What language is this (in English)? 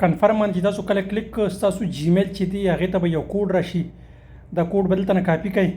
Pashto